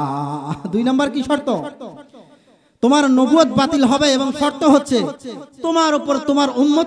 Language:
Bangla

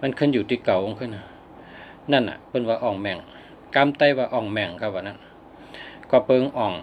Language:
Shan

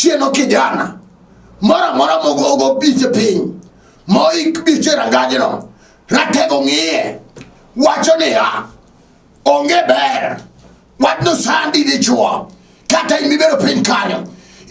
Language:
Luo (Kenya and Tanzania)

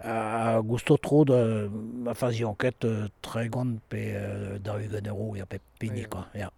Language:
Breton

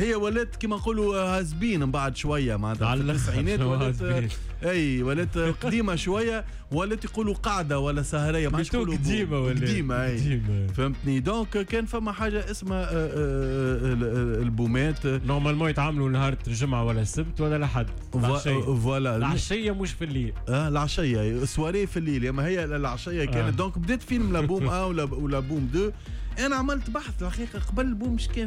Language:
Tunisian Arabic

